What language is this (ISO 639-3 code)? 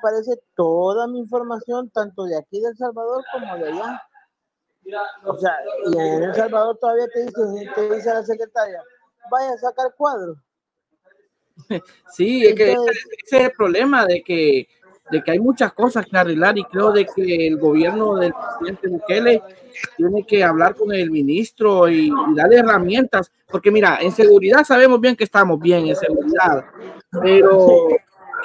spa